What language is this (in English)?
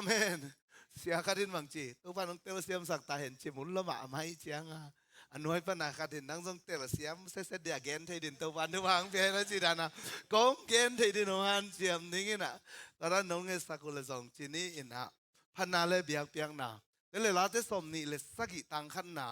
Tedim Chin